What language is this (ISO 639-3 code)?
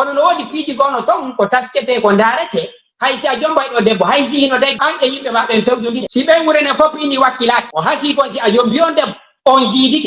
ful